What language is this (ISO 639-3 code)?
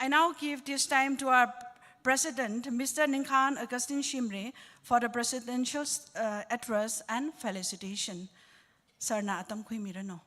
nmf